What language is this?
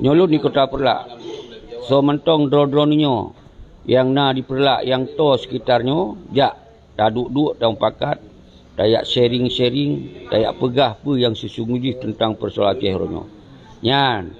Achinese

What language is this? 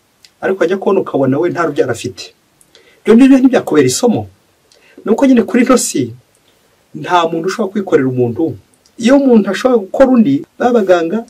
Kinyarwanda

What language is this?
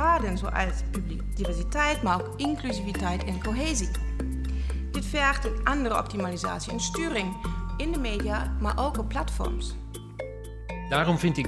Dutch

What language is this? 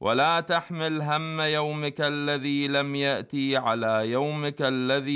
Arabic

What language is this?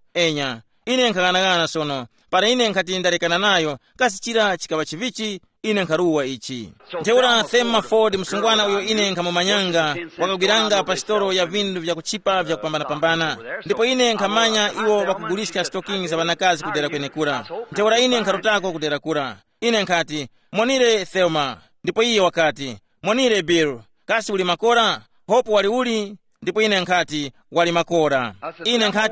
Tumbuka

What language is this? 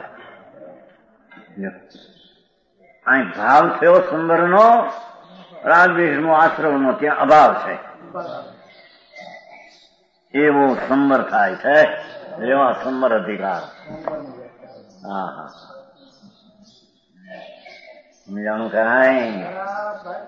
Gujarati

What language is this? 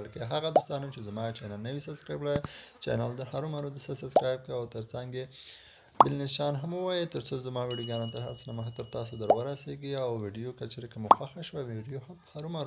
Pashto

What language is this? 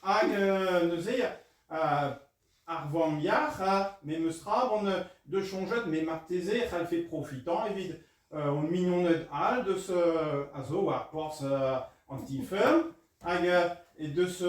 Breton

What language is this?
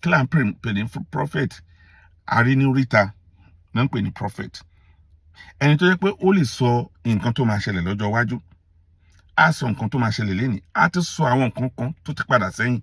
Yoruba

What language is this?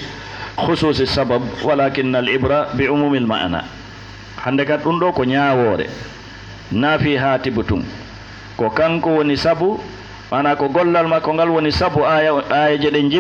Fula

